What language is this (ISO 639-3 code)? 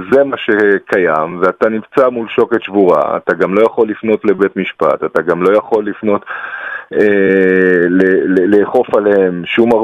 heb